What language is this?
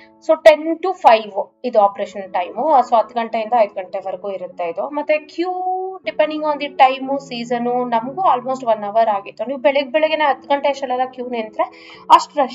Kannada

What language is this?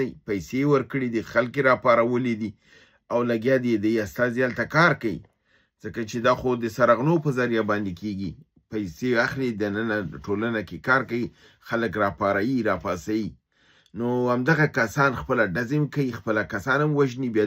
Pashto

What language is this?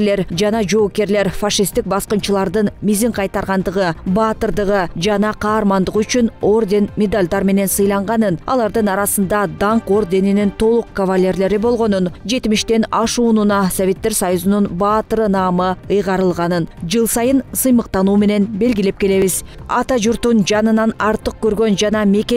Kyrgyz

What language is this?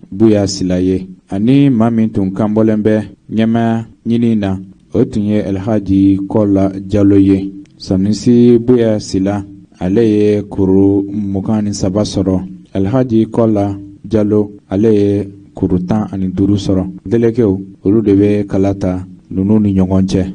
Bambara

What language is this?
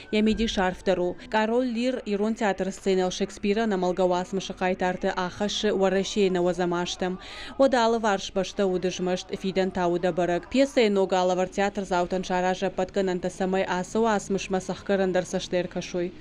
Ossetic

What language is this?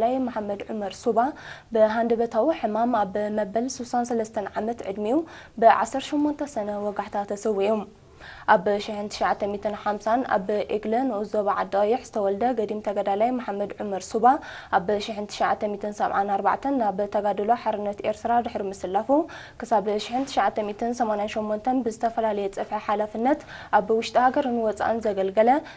Tigrinya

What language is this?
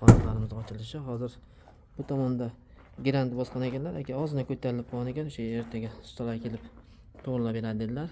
Uzbek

